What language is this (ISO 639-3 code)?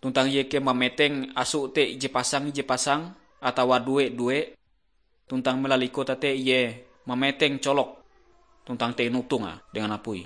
nij